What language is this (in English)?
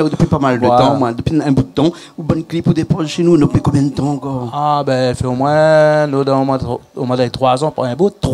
Réunion Creole French